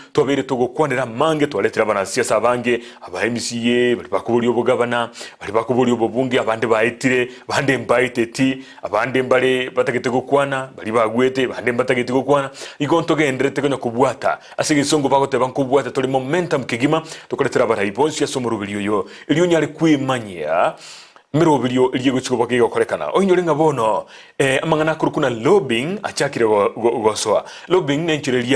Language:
Gusii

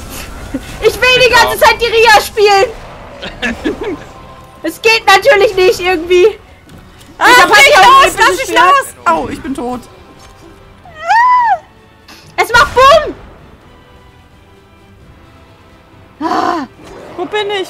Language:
German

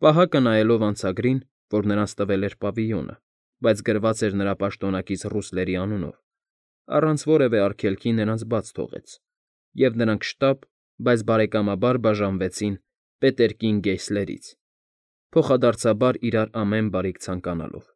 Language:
Armenian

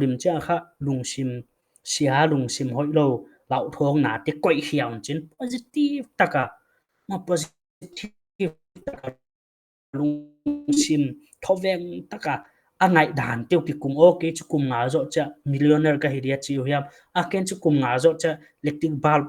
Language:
Paite Chin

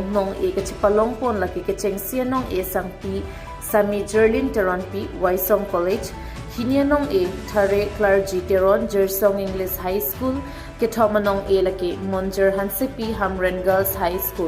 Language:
Karbi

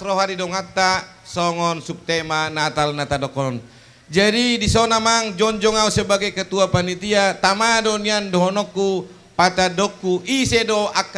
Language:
Batak Toba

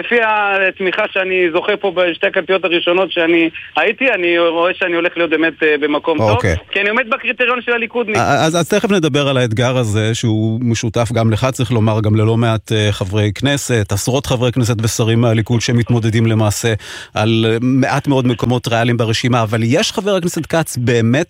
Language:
Hebrew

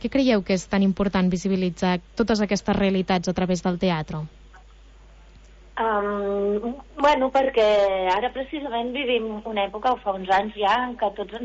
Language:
Catalan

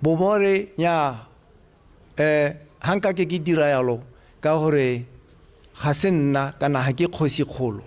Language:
Tswana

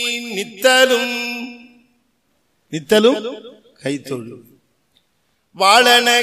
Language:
Tamil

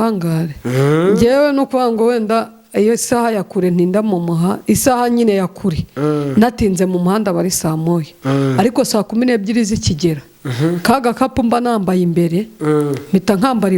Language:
Kinyarwanda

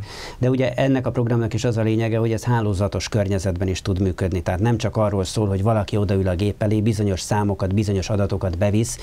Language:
Hungarian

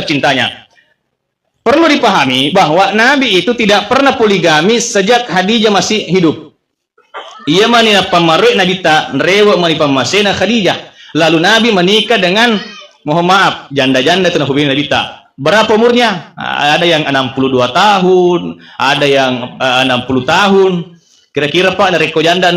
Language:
Buginese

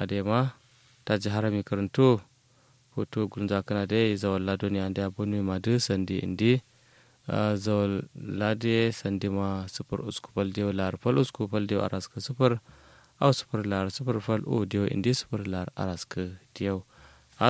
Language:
Kanuri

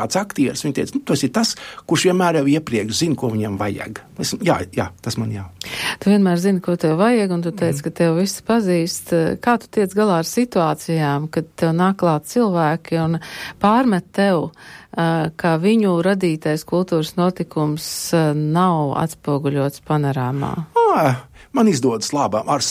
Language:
Latvian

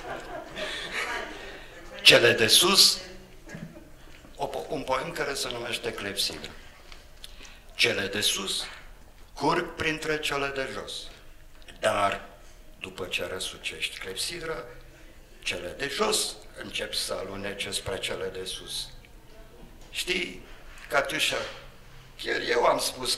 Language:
Romanian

